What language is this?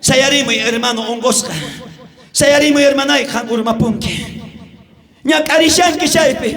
South Bolivian Quechua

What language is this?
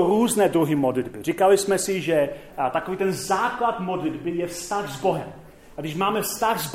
Czech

